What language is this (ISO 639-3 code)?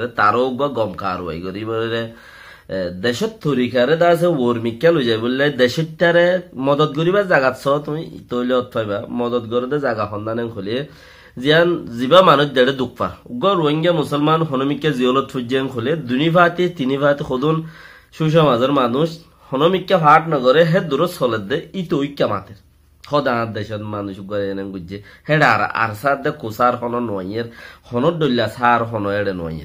rhg